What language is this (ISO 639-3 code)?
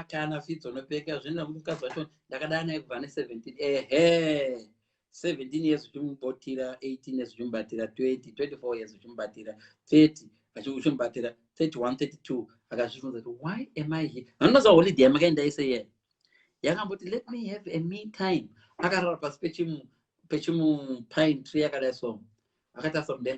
sna